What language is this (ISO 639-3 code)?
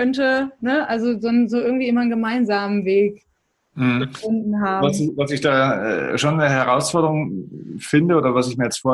deu